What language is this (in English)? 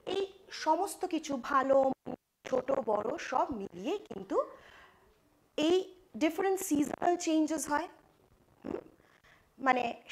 Bangla